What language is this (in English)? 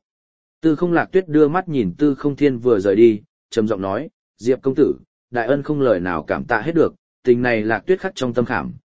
Vietnamese